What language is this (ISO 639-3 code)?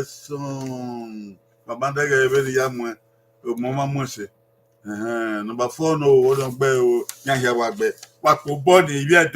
bin